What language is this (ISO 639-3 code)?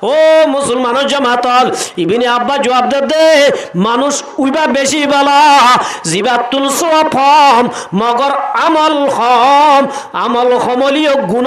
rhg